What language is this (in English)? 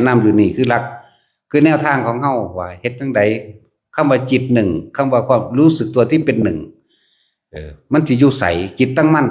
Northeastern Thai